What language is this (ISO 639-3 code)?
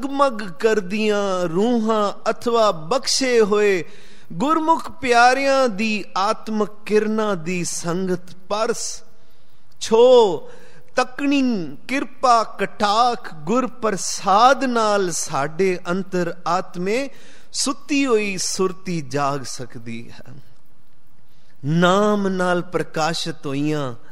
pan